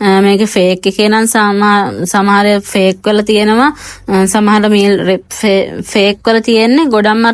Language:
Sinhala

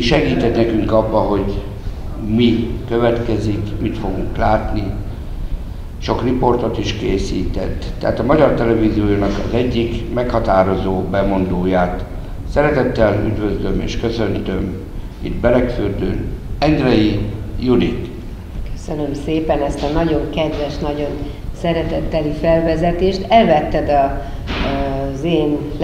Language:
Hungarian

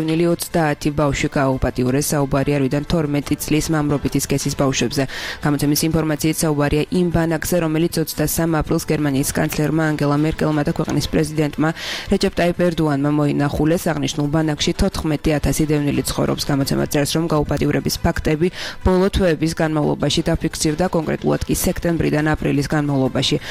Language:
Georgian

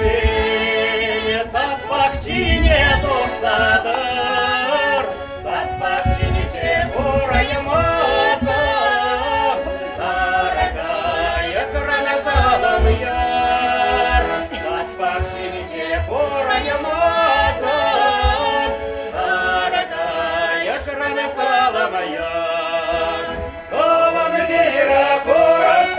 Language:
Chuvash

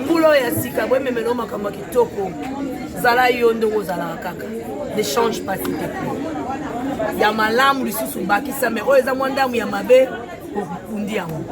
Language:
Lingala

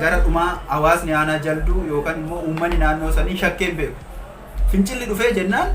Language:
Oromo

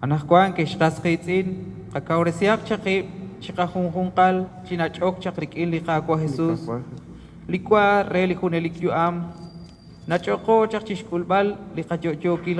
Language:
Kekchí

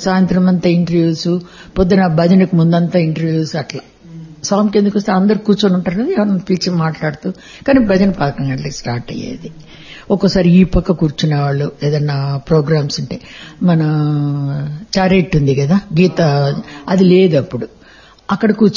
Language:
Telugu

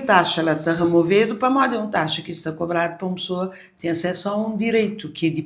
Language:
Kabuverdianu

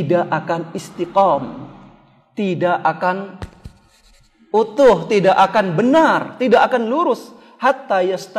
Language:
Indonesian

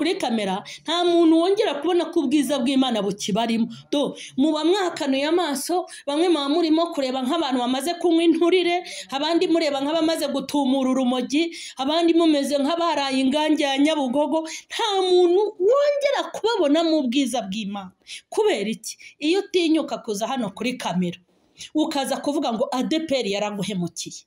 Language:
Kinyarwanda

